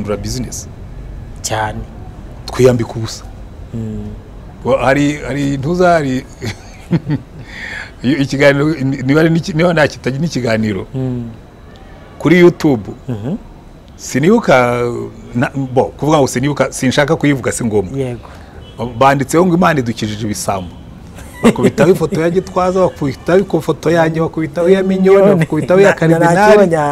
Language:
Kinyarwanda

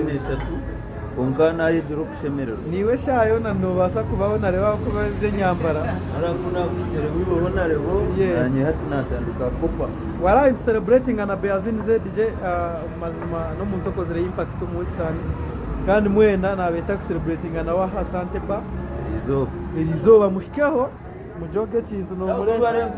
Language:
Nyankole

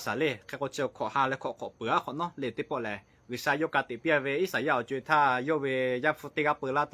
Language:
Lahu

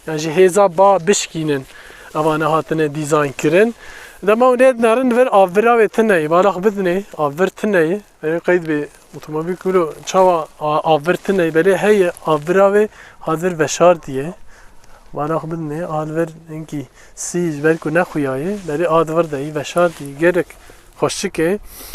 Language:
Kurdish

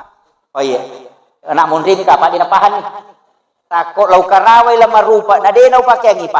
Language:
Buginese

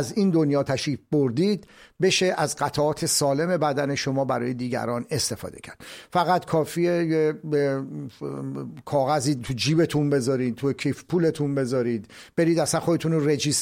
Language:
Persian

